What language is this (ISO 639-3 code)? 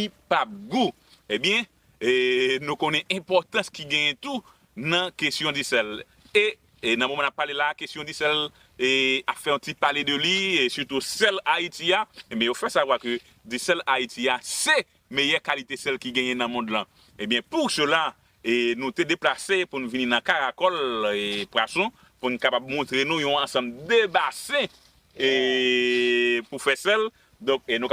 hat